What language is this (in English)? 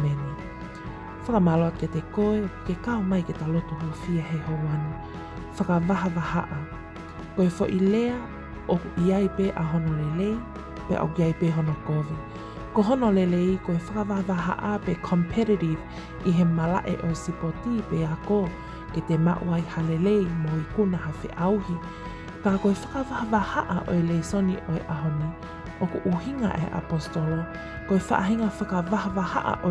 Tongan